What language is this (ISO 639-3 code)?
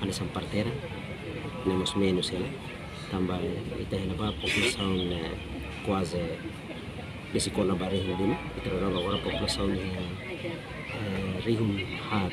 tet